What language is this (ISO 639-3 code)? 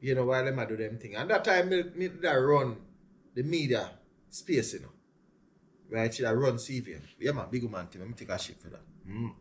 jam